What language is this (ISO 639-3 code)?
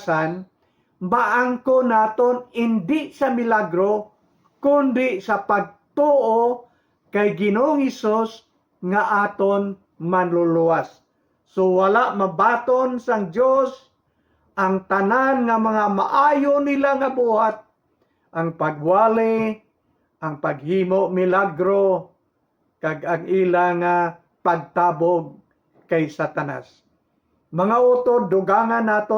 hil